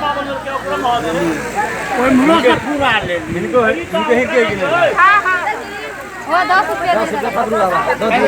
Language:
Maithili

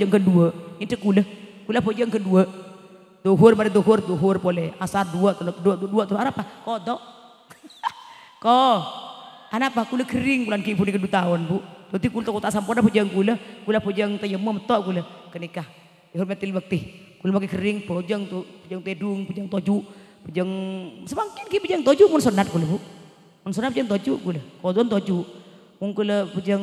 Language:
Madurese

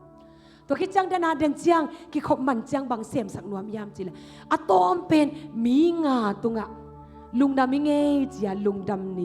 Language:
Tedim Chin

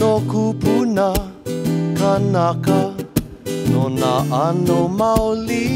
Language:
Hawaiian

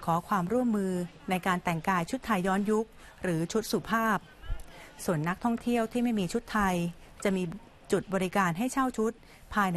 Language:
Thai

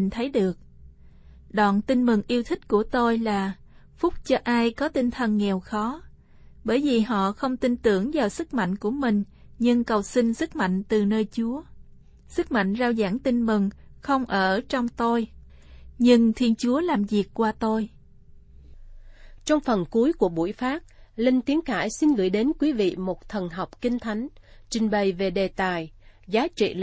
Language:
Vietnamese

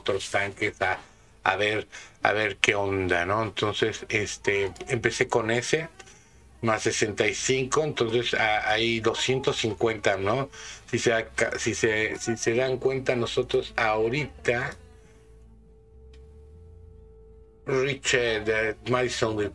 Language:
Spanish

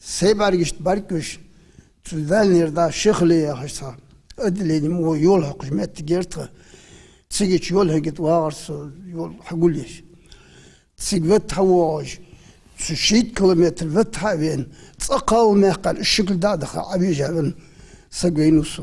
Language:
Ingush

